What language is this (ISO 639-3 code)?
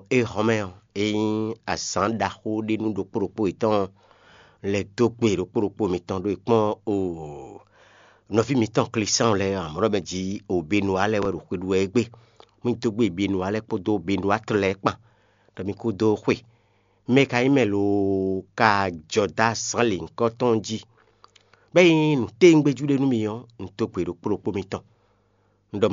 fon